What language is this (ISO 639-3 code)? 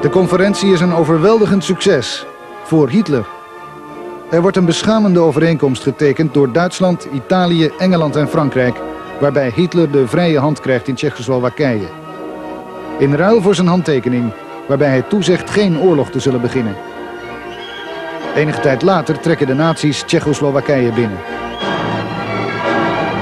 nld